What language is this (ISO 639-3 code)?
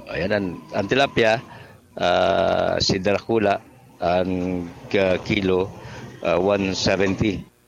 bik